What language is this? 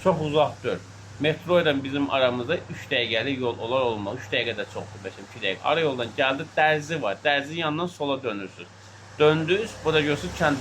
Azerbaijani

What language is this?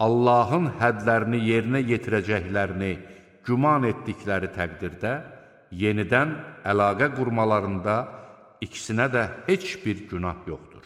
Azerbaijani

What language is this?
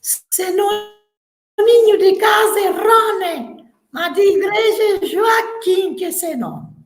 Kabuverdianu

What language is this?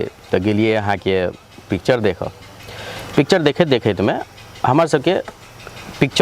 Maithili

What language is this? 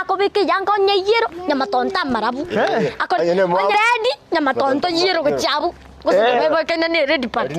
Gusii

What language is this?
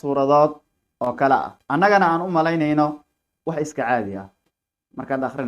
Somali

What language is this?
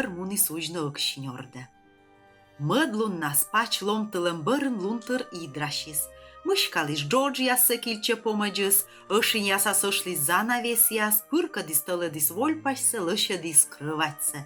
Komi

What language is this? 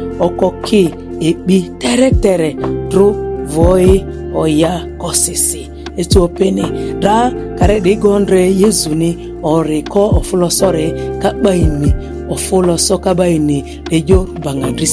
Ma'di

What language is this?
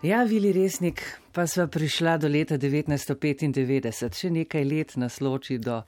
Slovenian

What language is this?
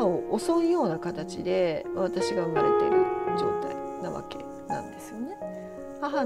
Japanese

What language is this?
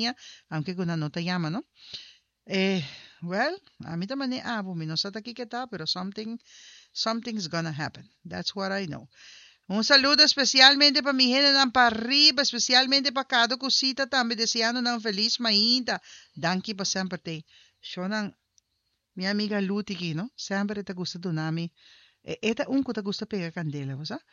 Papiamento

